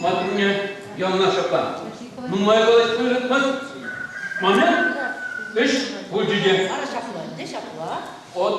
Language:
Chuvash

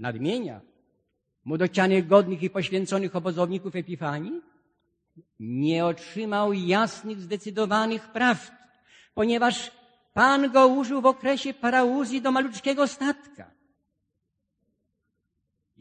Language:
Polish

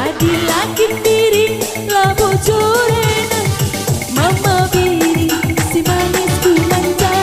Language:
Batak Karo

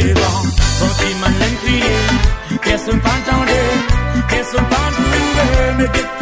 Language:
Morisyen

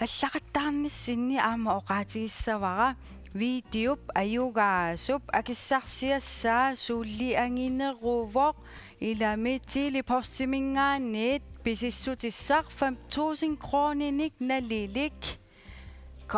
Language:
Kalaallisut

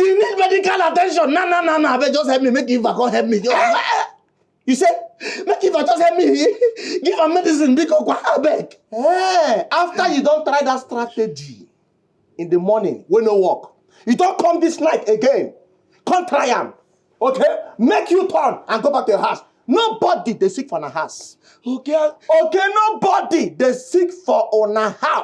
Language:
Nigerian Pidgin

